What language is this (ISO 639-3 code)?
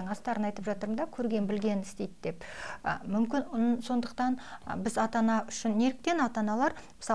kaz